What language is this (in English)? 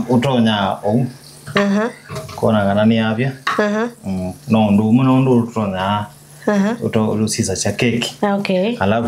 Kamba